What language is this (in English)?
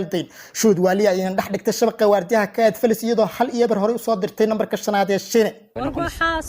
Somali